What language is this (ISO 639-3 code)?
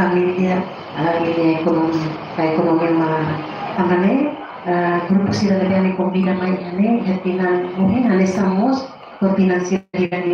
tet